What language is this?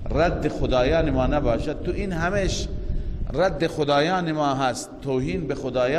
Persian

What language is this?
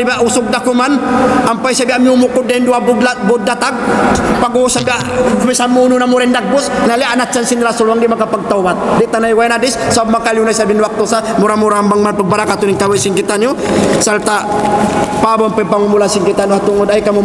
Tausug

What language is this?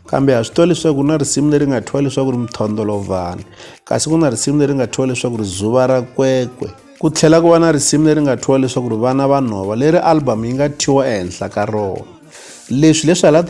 Tsonga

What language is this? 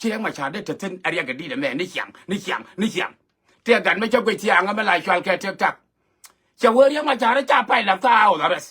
Nuer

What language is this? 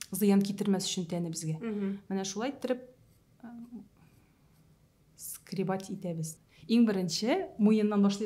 Tatar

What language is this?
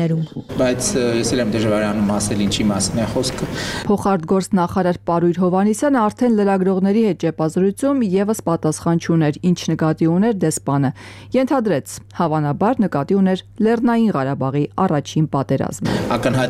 Armenian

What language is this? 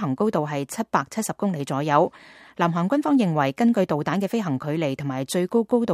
Cantonese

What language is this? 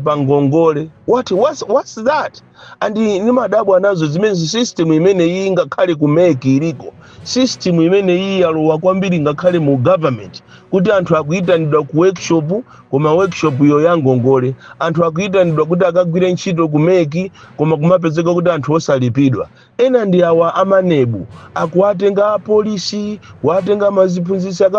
Nyanja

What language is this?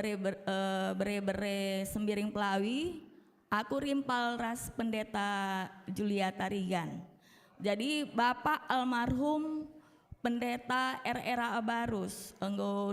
Batak Karo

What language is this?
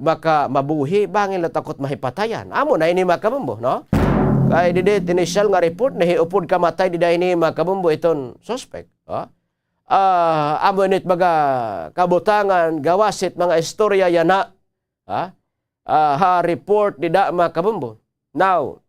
Waray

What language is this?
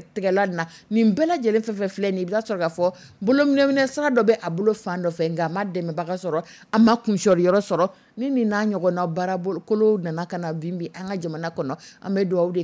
Dyula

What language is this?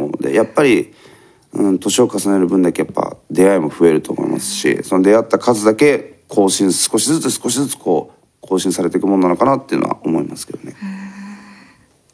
Japanese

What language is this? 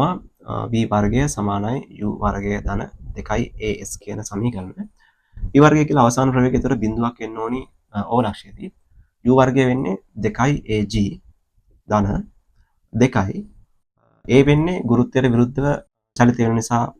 Sinhala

